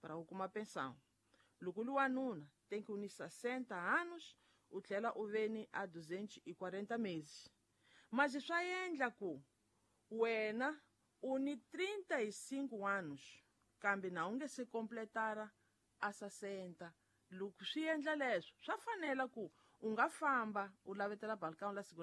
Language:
Tsonga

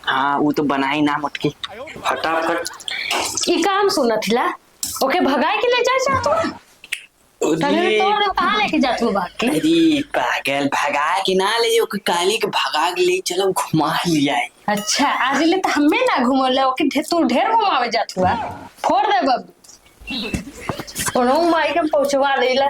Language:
Awadhi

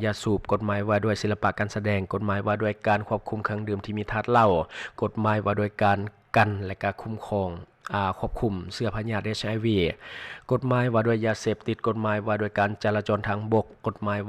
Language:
Lao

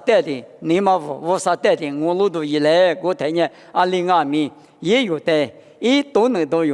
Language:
Lisu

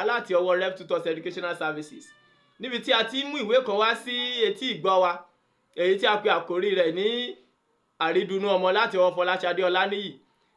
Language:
Yoruba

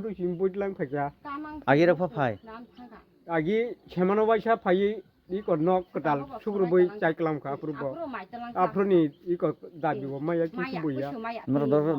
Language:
Kok Borok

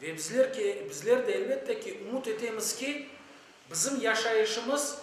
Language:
Crimean Tatar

